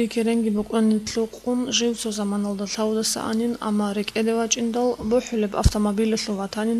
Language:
Avaric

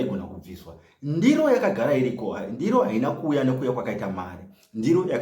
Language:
Shona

